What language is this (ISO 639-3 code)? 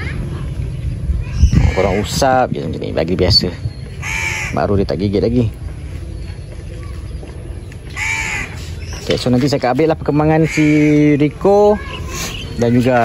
msa